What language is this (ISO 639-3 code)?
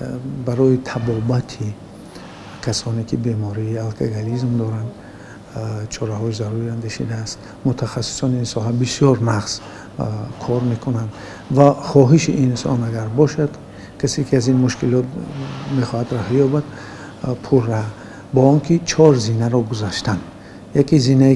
tgk